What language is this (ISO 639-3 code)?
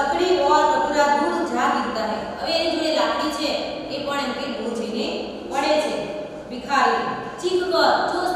guj